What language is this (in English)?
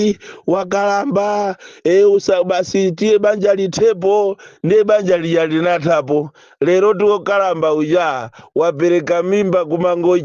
Nyanja